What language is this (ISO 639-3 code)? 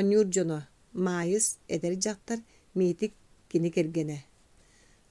sah